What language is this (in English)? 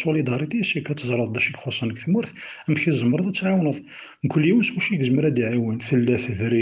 Kabyle